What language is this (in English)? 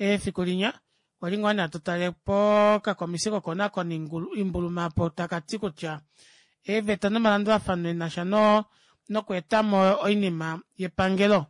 Kuanyama